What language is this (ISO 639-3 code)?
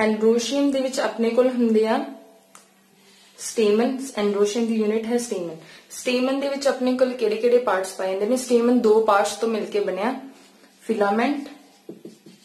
pan